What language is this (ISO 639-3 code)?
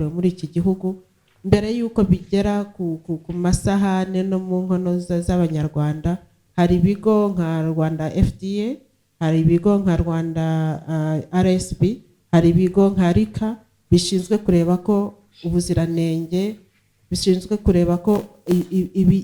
kin